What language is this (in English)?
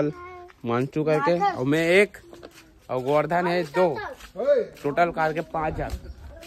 Chhattisgarhi